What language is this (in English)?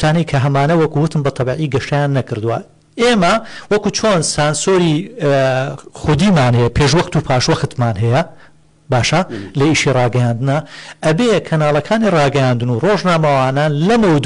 Central Kurdish